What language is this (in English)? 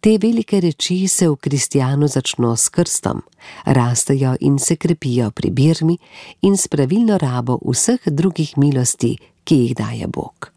Slovenian